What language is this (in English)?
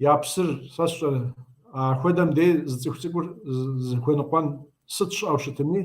Kabardian